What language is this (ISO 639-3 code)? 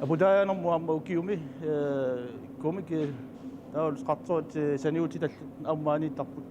kal